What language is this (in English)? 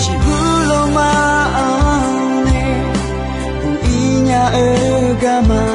Akha